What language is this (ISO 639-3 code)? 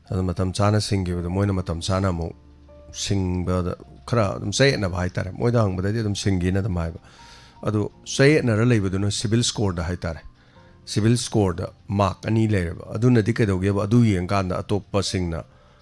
mni